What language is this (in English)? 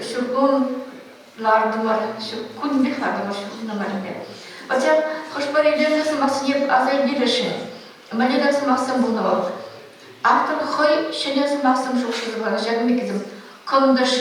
Chuvash